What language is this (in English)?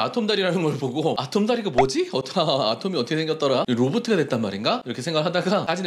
Korean